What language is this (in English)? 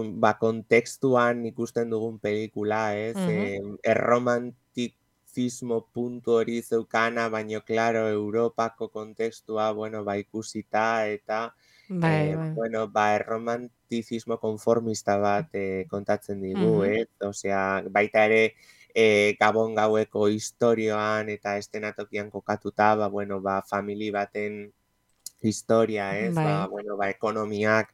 Basque